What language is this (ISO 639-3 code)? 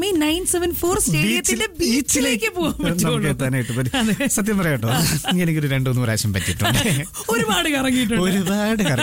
mal